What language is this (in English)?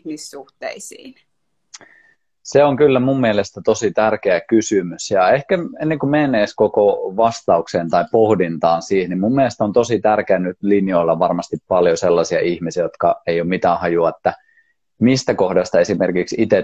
Finnish